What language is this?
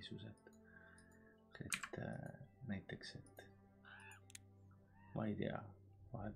Estonian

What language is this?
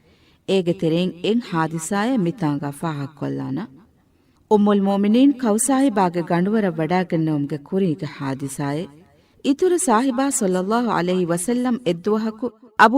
Divehi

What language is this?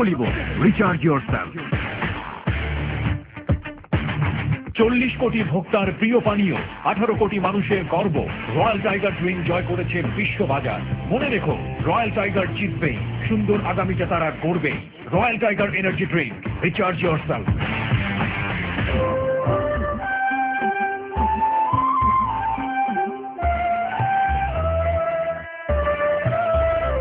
Bangla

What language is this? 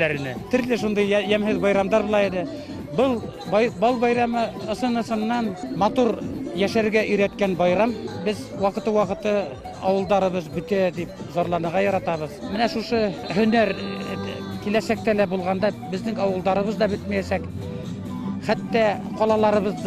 Bashkir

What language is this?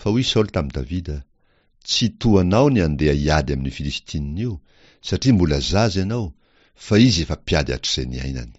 Malagasy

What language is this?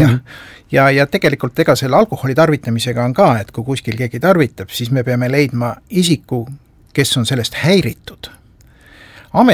Estonian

